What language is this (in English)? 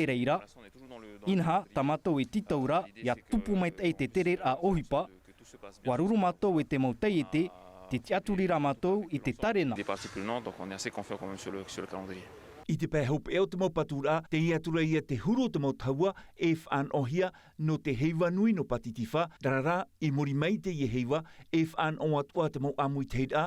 Tahitian